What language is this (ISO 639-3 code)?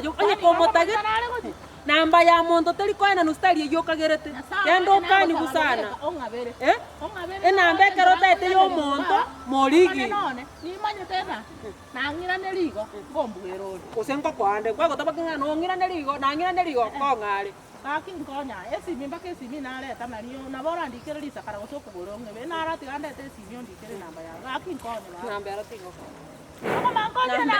guz